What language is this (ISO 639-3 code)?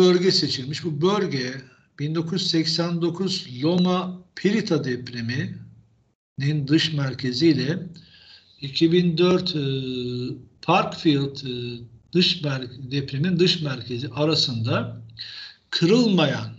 tur